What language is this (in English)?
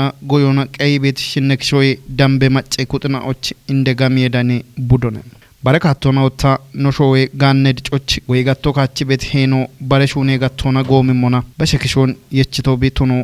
Kafa